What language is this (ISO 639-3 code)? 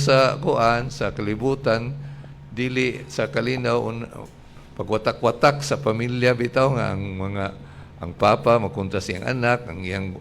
ceb